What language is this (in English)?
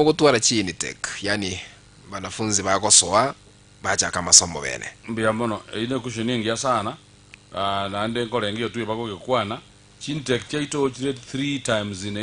Gusii